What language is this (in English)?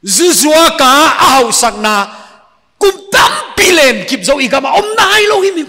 Paite Chin